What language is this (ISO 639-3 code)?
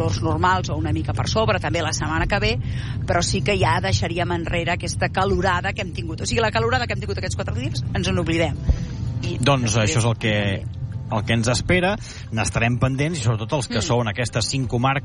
cat